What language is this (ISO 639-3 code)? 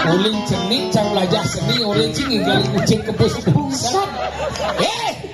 ban